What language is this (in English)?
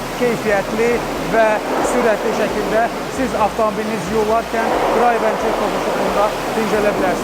Azerbaijani